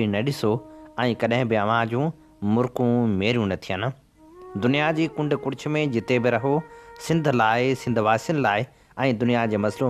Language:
Sindhi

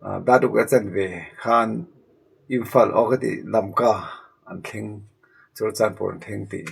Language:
Mizo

